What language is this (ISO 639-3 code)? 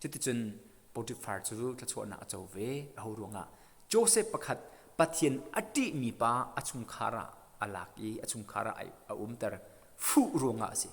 cnh